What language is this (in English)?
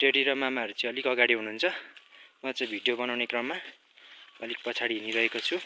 Nepali